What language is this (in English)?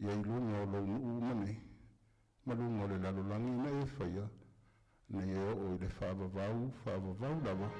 Samoan